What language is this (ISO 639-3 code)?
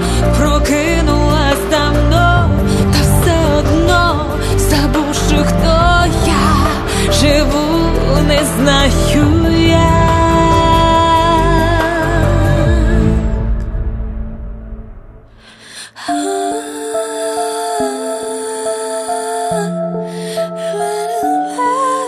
ukr